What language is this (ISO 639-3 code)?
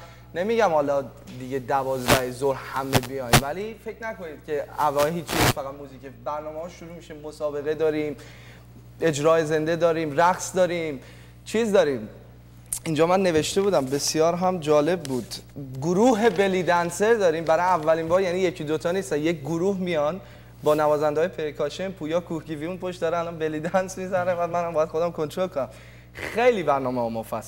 fas